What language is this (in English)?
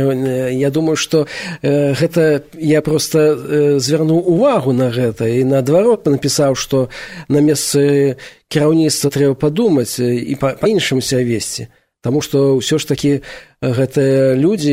Belarusian